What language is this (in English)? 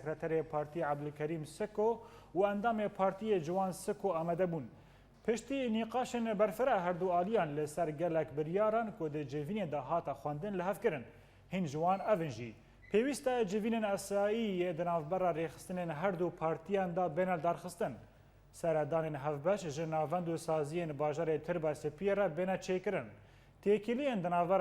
Kurdish